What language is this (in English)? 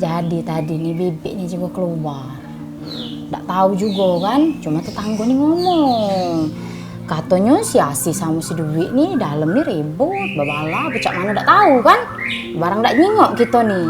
Musi